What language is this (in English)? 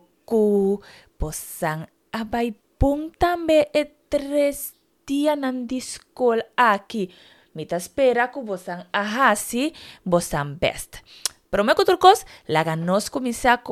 Papiamento